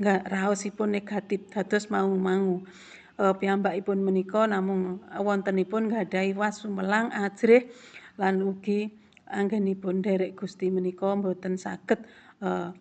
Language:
Javanese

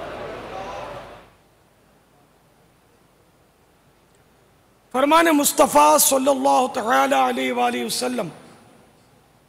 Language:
Urdu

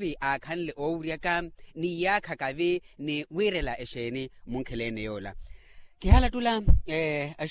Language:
Makhuwa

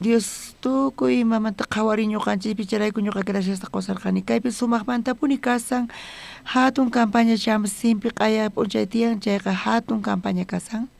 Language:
South Bolivian Quechua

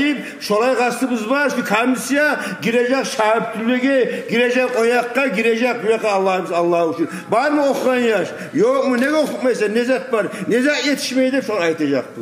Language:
Kumyk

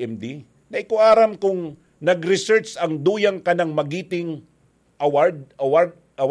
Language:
Bikol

